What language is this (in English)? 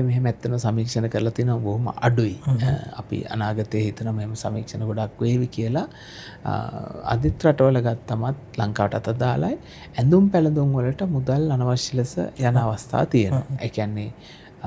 Sinhala